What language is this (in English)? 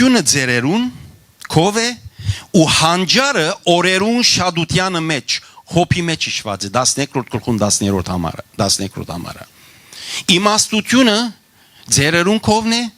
Western Armenian